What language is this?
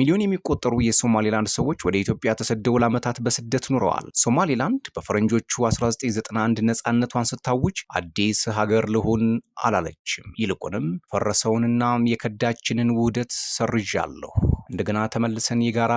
Amharic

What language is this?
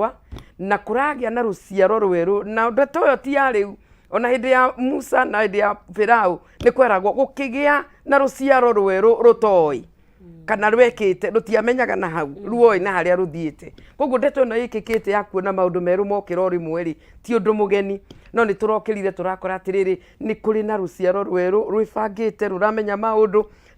Kikuyu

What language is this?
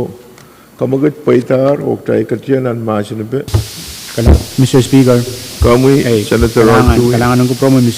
Pohnpeian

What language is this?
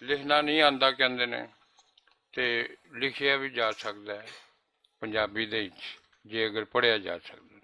Western Panjabi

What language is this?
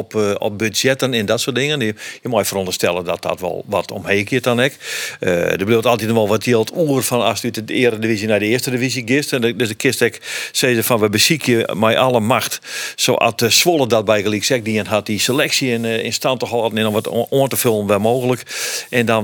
Western Frisian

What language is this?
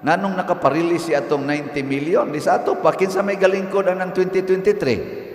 Cebuano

